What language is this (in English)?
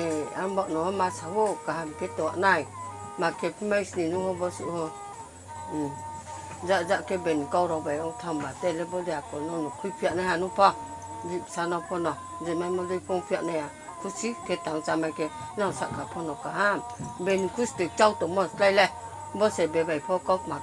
Riang (India)